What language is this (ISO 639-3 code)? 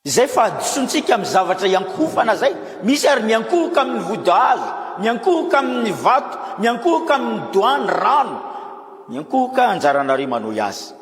mlg